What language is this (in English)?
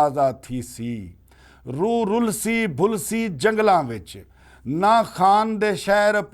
Western Panjabi